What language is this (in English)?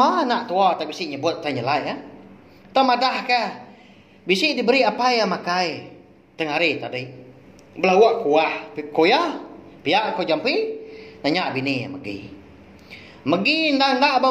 Iban